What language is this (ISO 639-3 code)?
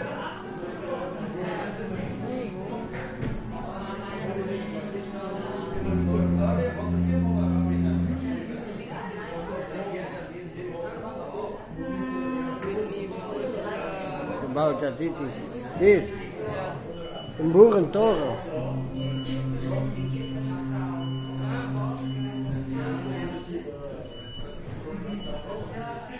nld